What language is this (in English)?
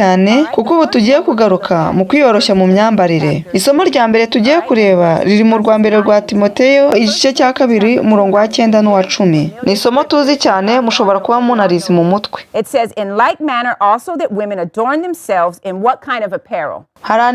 Kinyarwanda